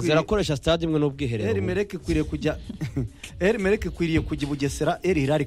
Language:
Kinyarwanda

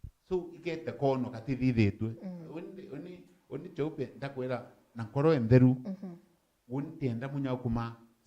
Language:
Meru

